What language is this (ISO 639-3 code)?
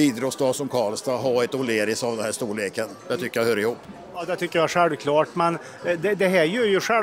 swe